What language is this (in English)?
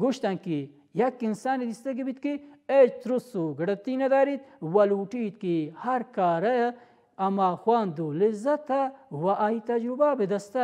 Baluchi